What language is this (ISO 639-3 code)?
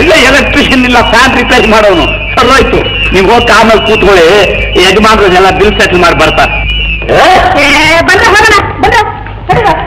kan